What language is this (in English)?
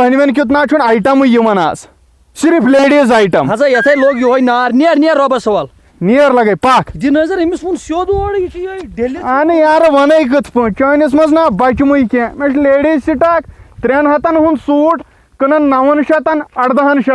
Kashmiri